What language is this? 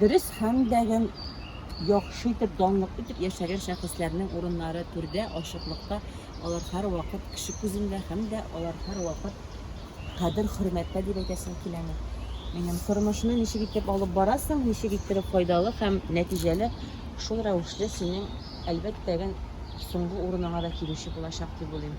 Tatar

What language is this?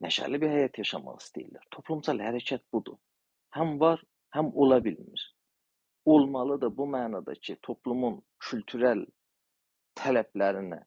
South Azerbaijani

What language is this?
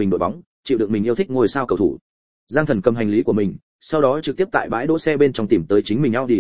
Vietnamese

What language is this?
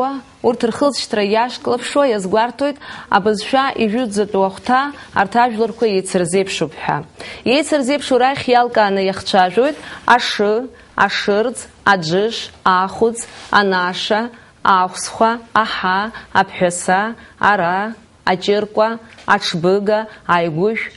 Abkhazian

